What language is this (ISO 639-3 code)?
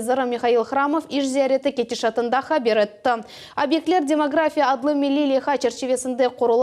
crh